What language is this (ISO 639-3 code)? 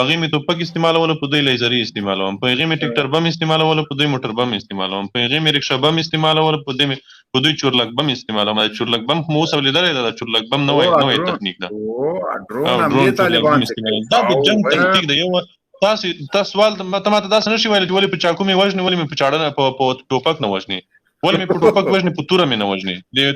pus